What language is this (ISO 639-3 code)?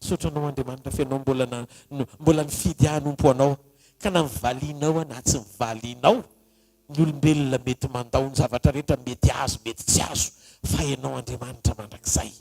mlg